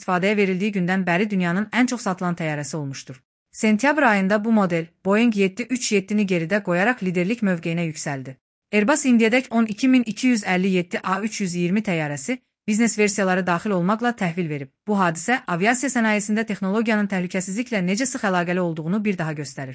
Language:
Azerbaijani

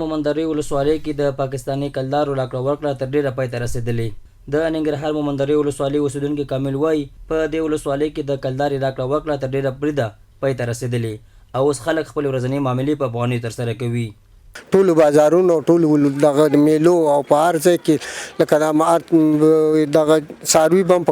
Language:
Pashto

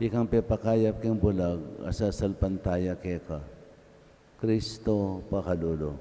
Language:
Pampanga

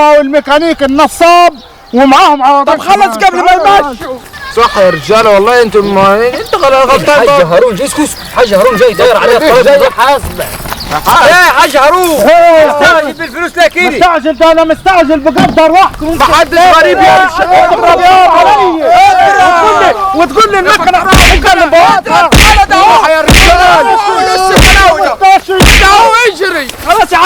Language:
Egyptian Arabic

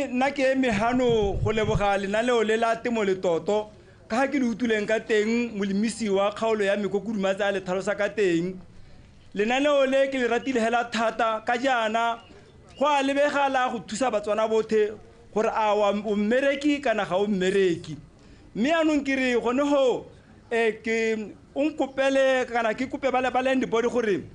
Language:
Tswana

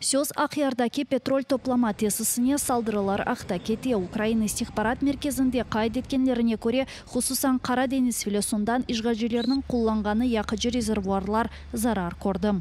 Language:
Crimean Tatar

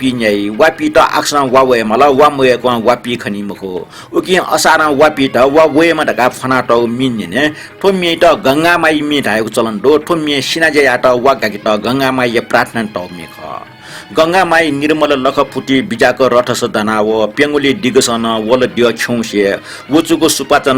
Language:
Newari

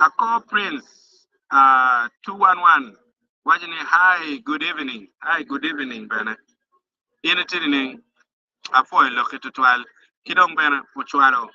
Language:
Acoli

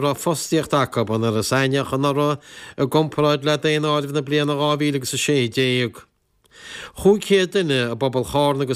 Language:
Irish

